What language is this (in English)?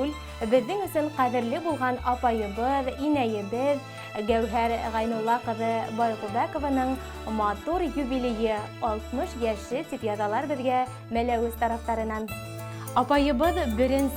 Bashkir